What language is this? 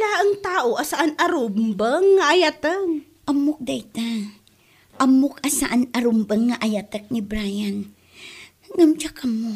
Iloko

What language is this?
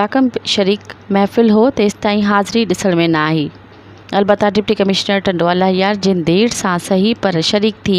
Sindhi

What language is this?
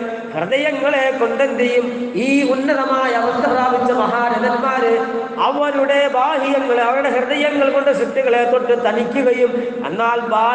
Malayalam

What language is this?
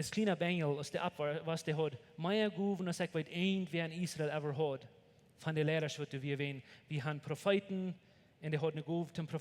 Plautdietsch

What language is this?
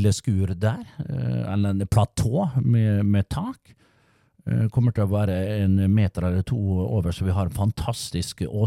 Norwegian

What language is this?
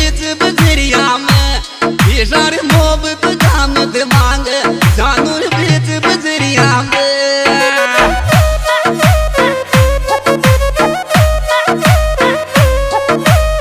Hindi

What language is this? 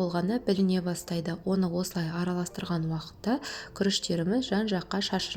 Kazakh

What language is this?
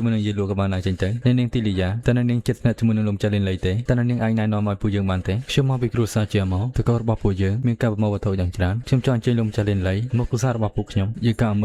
Khmer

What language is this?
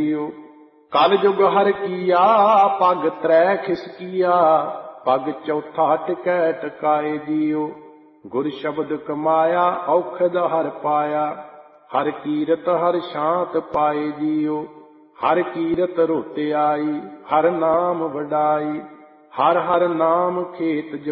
Punjabi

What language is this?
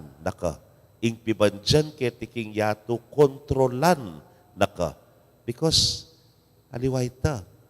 Pampanga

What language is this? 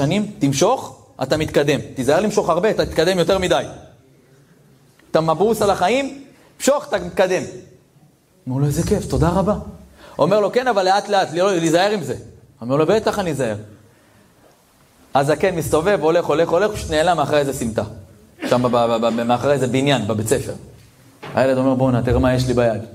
Hebrew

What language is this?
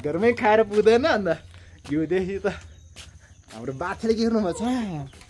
Nepali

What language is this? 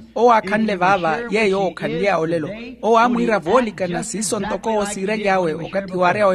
Makhuwa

